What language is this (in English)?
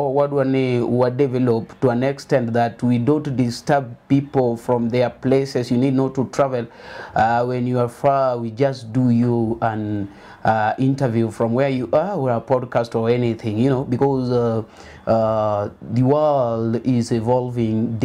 Luo (Kenya and Tanzania)